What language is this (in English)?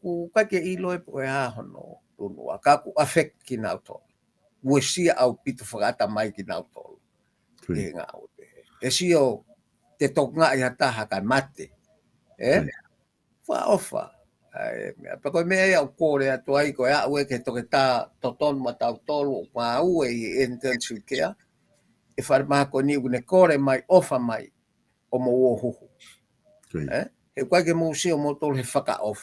Tongan